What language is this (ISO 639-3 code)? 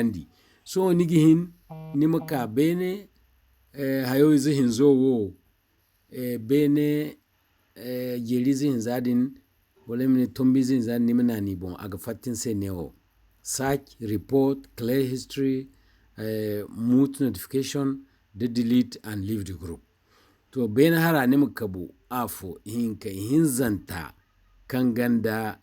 dje